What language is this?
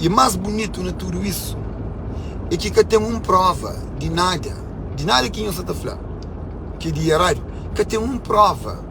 Kabuverdianu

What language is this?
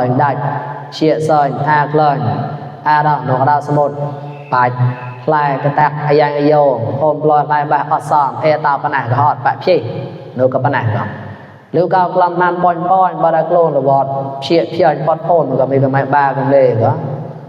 Mon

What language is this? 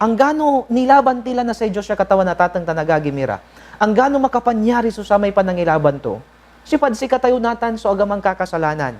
Pangasinan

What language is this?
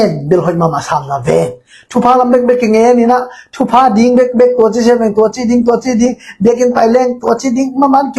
Tedim Chin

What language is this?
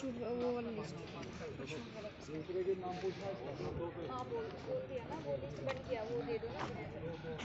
Hindi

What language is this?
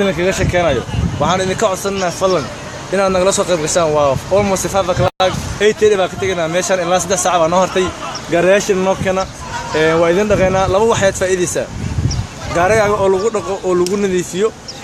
Somali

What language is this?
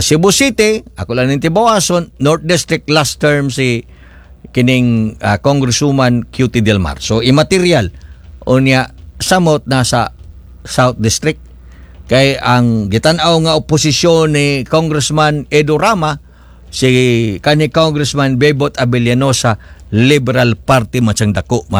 Cebuano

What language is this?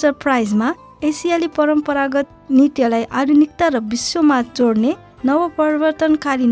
Nepali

